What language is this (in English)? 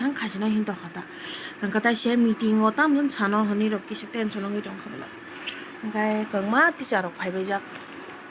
Kok Borok